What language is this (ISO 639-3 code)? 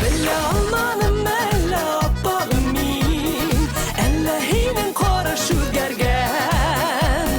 bak